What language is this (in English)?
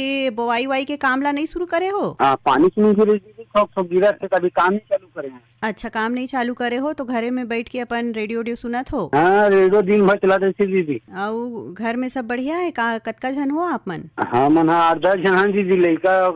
Chhattisgarhi